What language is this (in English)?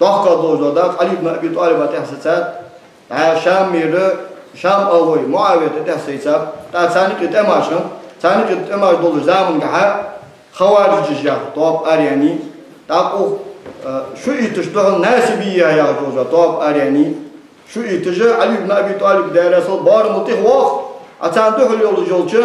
Ingush